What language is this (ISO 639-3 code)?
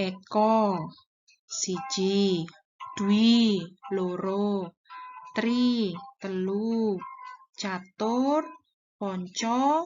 jav